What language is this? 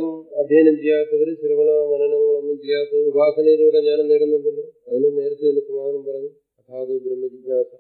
Malayalam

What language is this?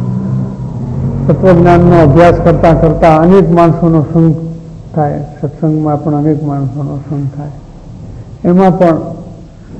Gujarati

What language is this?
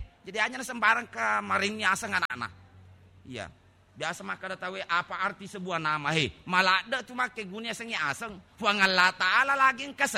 Buginese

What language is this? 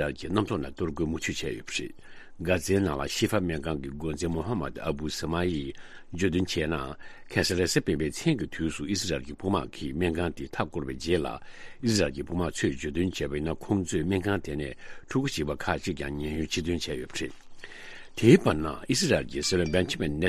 Tibetan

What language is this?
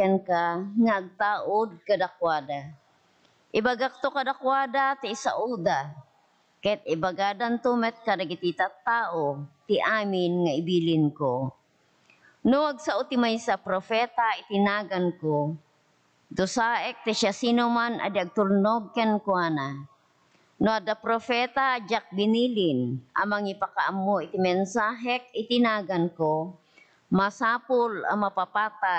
Iloko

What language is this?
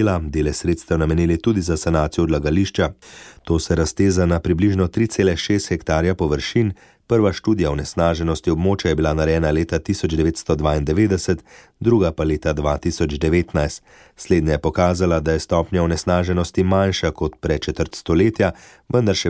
Slovenian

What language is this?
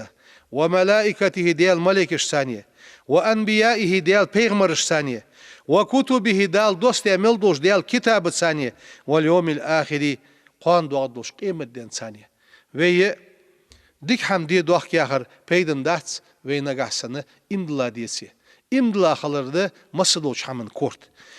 Ingush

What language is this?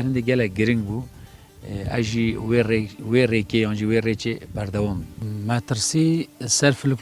Kurdish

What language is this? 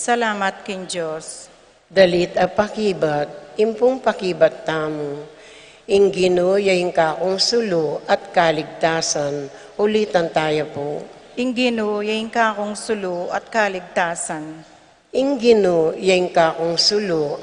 Pampanga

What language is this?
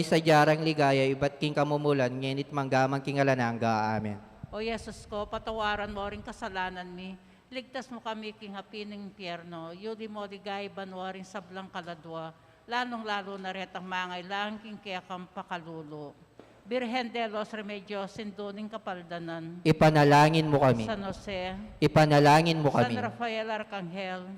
Pampanga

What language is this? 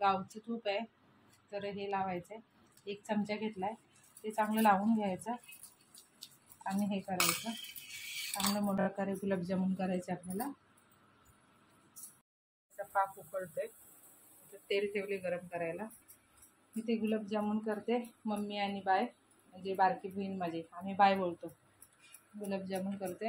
Marathi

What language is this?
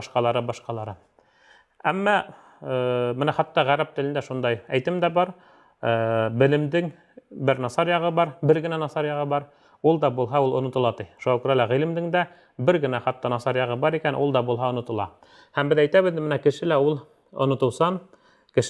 Bashkir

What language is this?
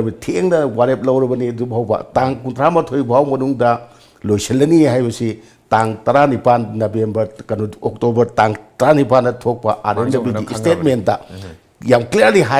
Manipuri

